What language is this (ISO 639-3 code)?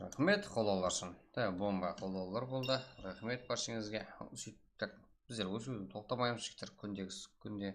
kaa